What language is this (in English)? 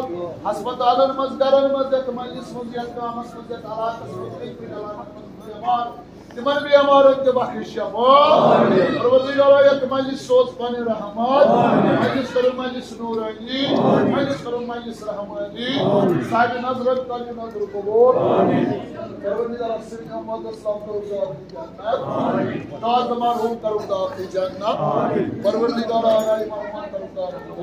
Kashmiri